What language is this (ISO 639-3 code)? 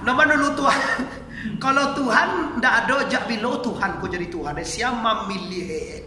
min